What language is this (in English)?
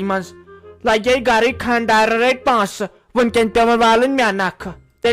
Kashmiri